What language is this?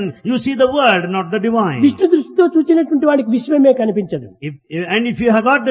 Telugu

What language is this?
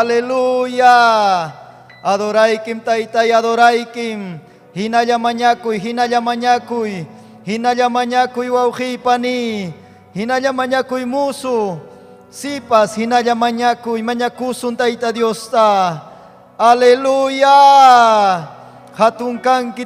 Ayacucho Quechua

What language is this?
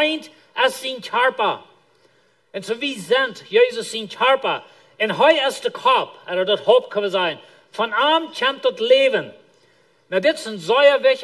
Plautdietsch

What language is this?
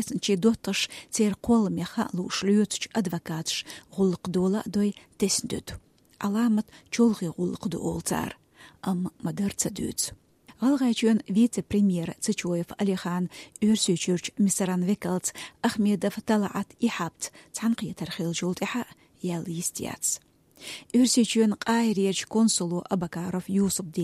Chechen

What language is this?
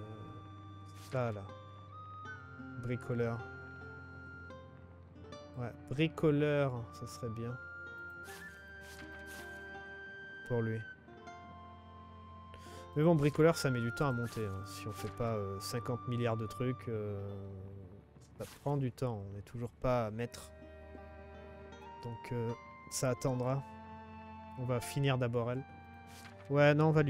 French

